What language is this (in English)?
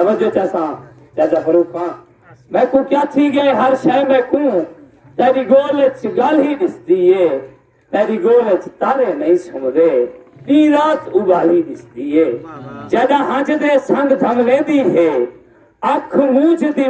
Saraiki